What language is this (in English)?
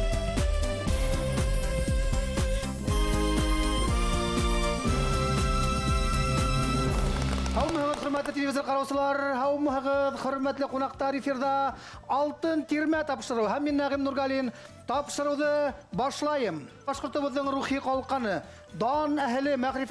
Bashkir